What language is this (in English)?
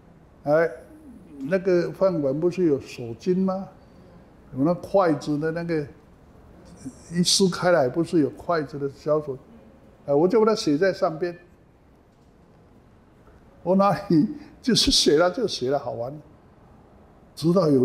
Chinese